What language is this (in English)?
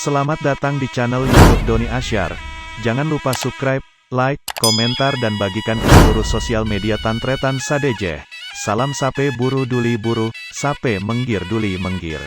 Madurese